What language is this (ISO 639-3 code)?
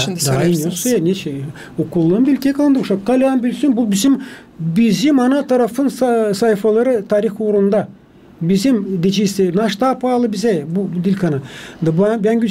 gag